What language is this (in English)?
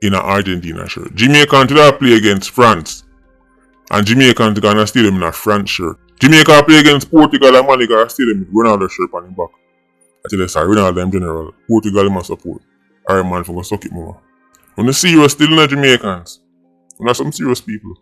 Jamaican Creole English